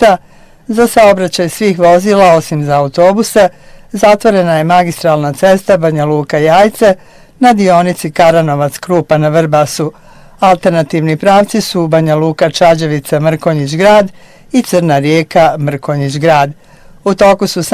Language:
Bosnian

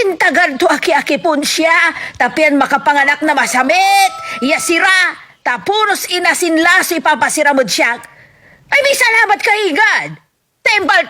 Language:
Pangasinan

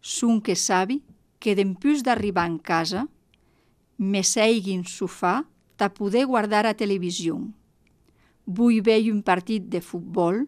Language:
Catalan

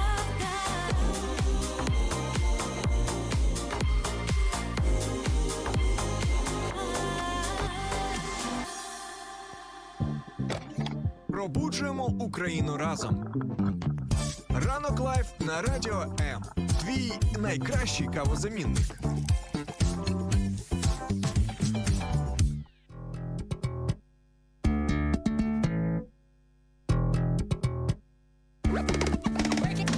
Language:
Ukrainian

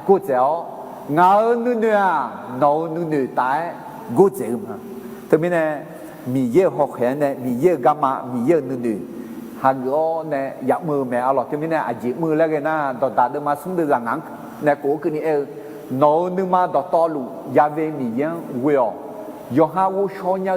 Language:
Akha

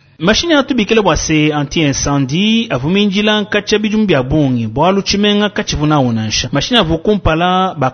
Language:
Luba-Lulua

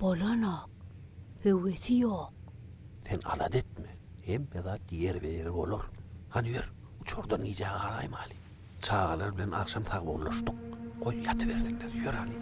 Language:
Turkmen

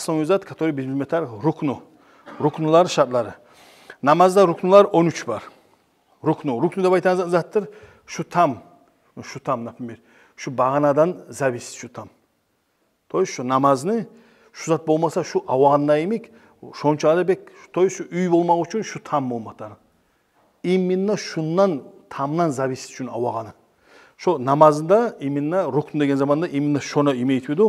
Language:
Kumyk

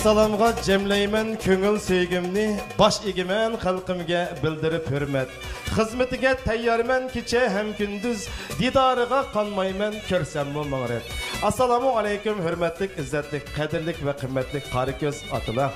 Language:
Uyghur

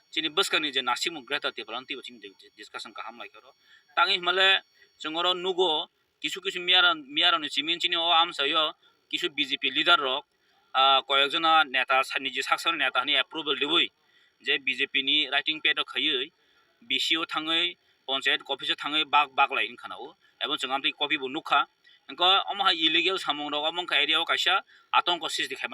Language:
Kok Borok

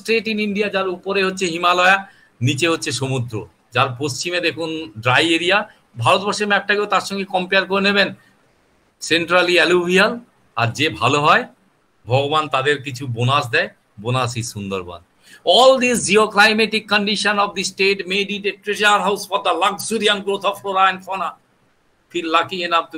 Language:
Bangla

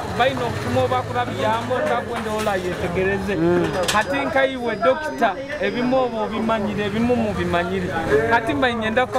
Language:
Nyoro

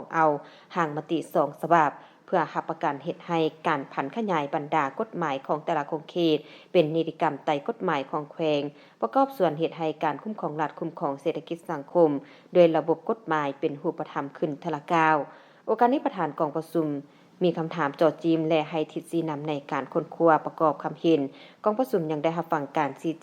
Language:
Lao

